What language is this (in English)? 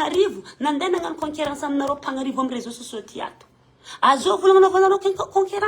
Malagasy